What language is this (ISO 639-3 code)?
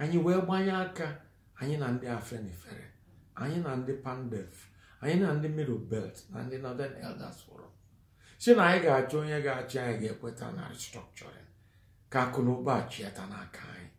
ibo